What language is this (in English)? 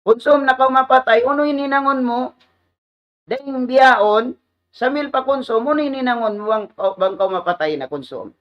Tausug